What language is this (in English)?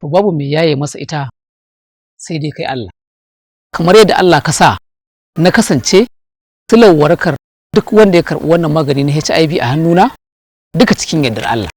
Hausa